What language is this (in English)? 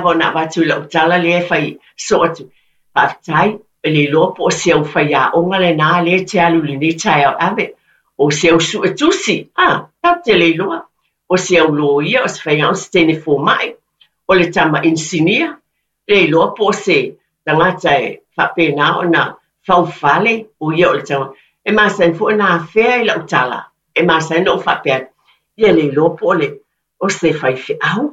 Samoan